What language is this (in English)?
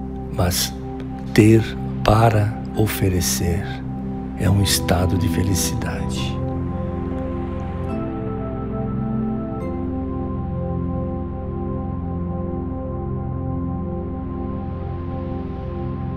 Portuguese